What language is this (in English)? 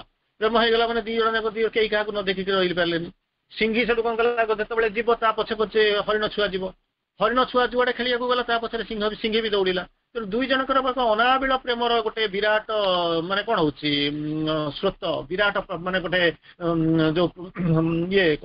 Odia